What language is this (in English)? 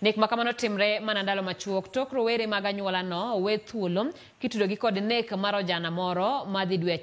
Luo (Kenya and Tanzania)